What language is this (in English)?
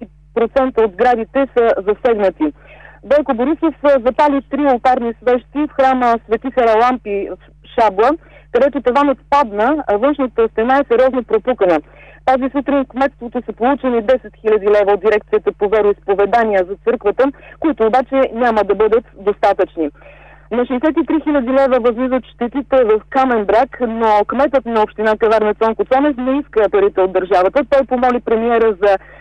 Bulgarian